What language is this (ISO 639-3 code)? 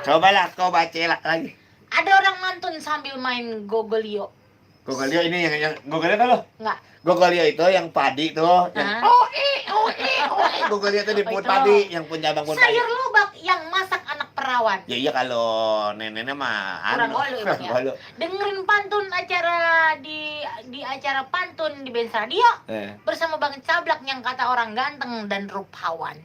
bew